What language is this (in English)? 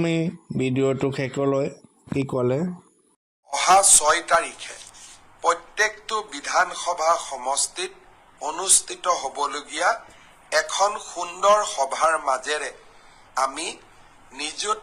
Assamese